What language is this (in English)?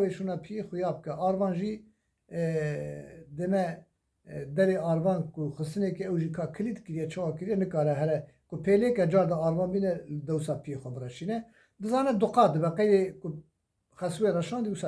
Kurdish